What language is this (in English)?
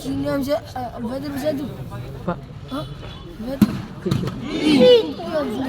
Ambonese Malay